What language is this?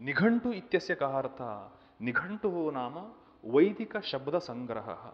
Sanskrit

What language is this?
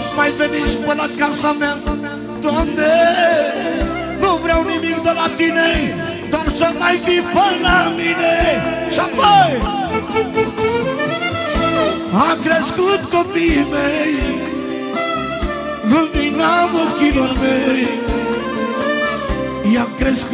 Romanian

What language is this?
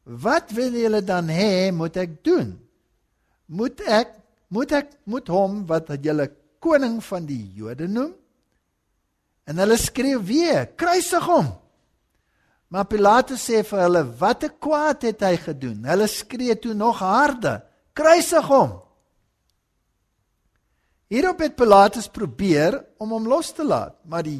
Afrikaans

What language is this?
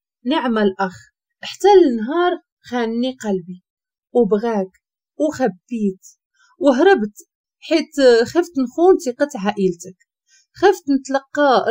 Moroccan Arabic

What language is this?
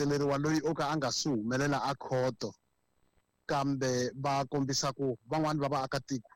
Tsonga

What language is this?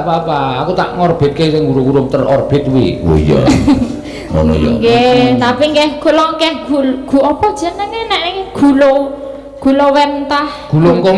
Javanese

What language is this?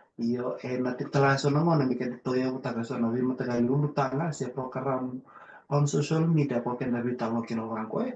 Fijian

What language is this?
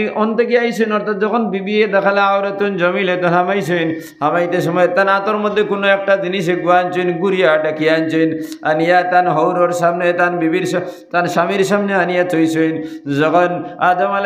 Sylheti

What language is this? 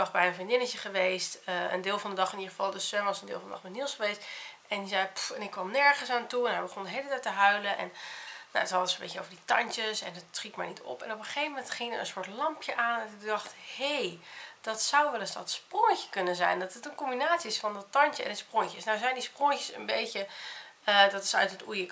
Dutch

